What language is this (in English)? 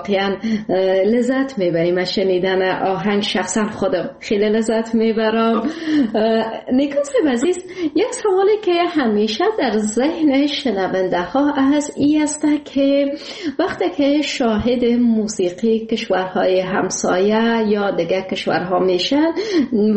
Persian